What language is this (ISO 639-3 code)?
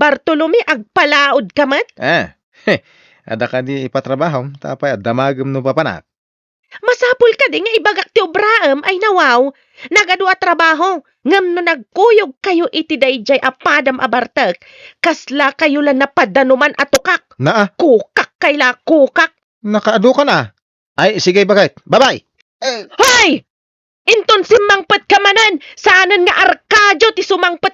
ilo